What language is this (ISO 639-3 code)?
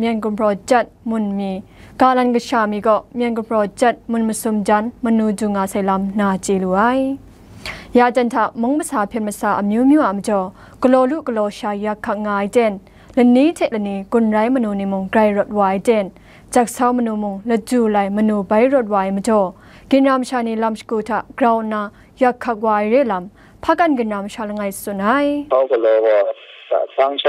kac